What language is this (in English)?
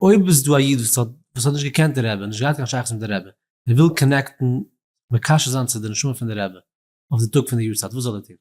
Yiddish